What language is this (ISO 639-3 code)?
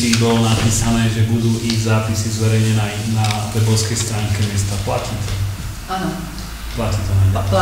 slk